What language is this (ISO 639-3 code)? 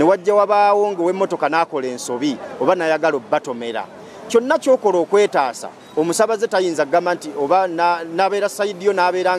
lug